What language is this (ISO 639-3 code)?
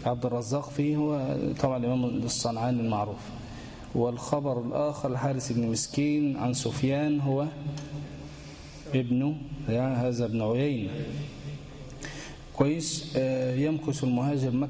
ara